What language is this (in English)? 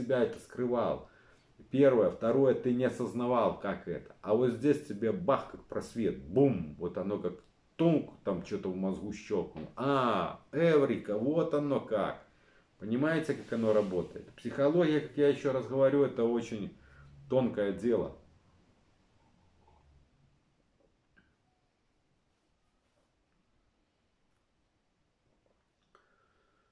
Russian